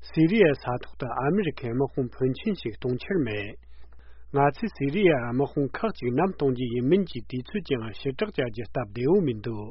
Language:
Tibetan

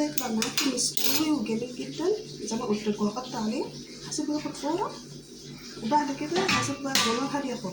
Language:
Egyptian Arabic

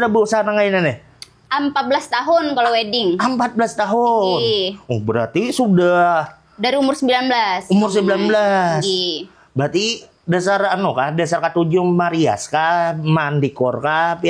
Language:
Banjar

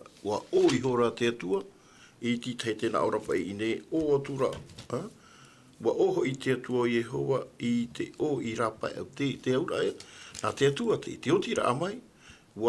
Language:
Tahitian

